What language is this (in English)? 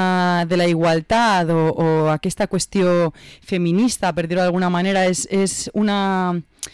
Catalan